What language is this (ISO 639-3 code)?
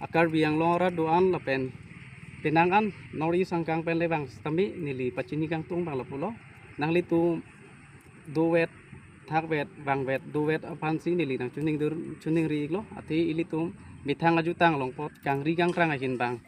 mjw